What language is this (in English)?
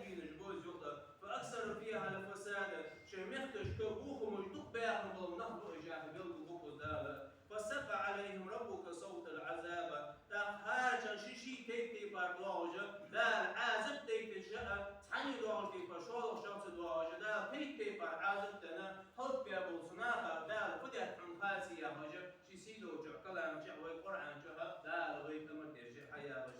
Ingush